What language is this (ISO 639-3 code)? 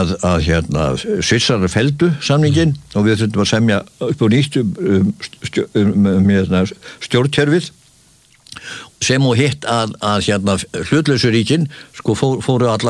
isl